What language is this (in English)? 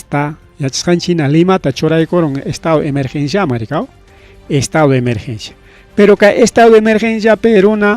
Ayacucho Quechua